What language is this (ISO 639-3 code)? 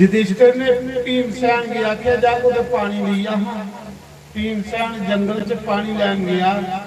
doi